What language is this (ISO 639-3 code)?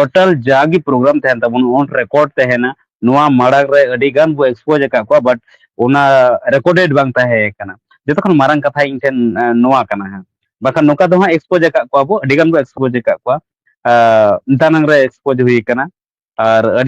sat